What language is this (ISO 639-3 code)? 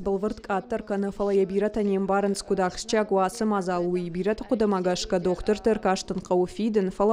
oss